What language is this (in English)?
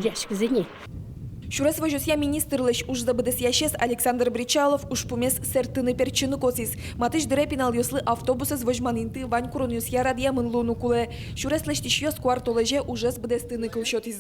Udmurt